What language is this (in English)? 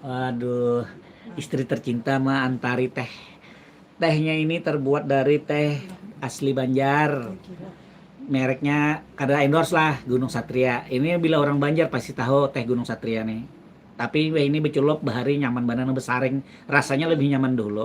Banjar